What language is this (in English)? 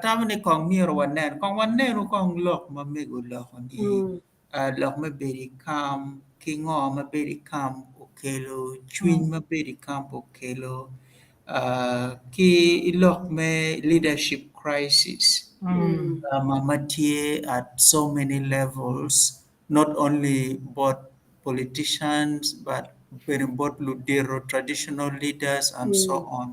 Acoli